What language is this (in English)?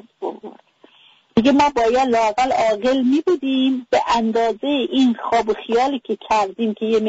Persian